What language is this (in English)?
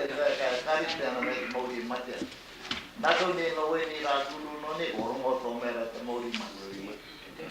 Māori